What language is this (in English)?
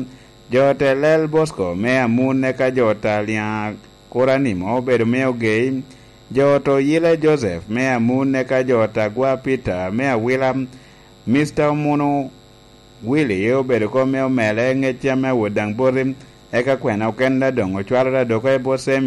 Lango (Uganda)